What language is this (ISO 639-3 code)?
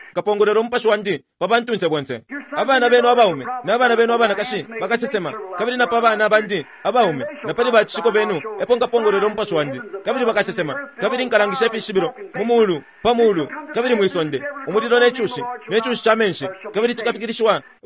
bem